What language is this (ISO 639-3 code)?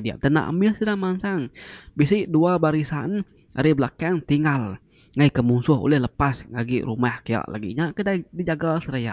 iba